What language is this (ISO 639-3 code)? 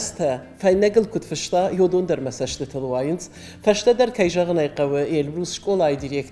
oss